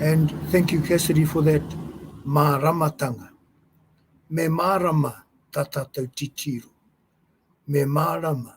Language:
Māori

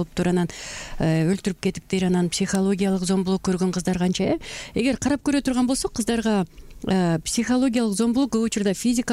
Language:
Kyrgyz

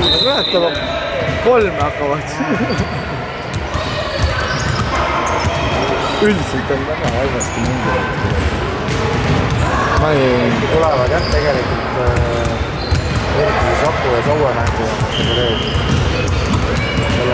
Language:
Estonian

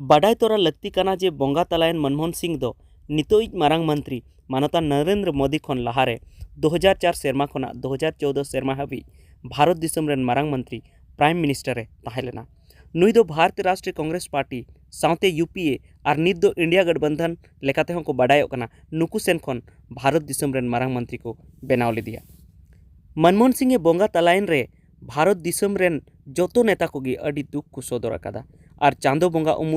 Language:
Santali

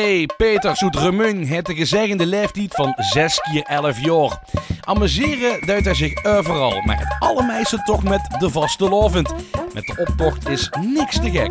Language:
Limburgish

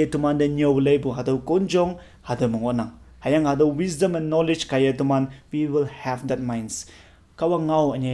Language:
Konyak Naga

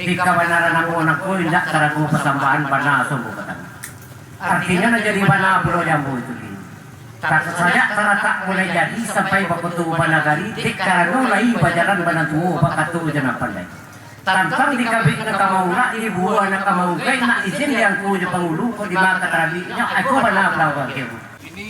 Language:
Minangkabau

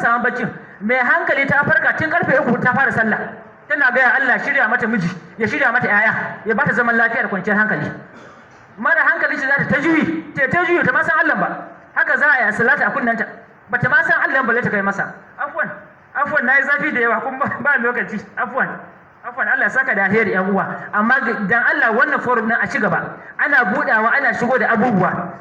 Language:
Hausa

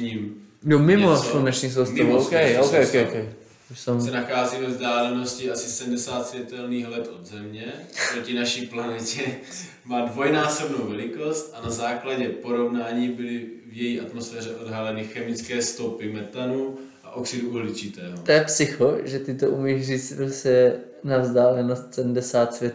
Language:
Czech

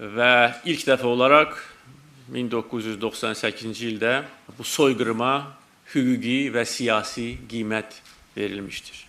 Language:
Azerbaijani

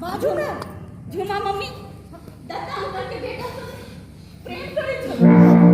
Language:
Maithili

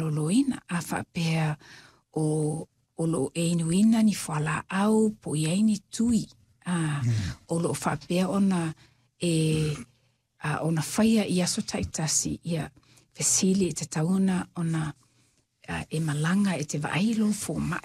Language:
Samoan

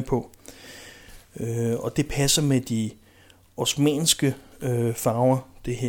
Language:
Danish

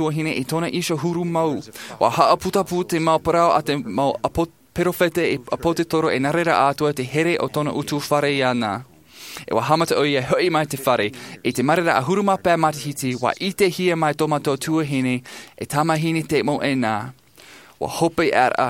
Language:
Tahitian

